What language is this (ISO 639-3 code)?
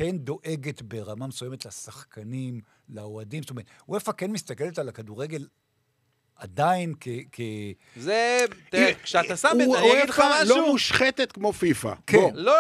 heb